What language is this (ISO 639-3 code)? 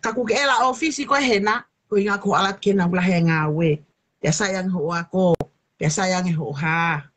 ton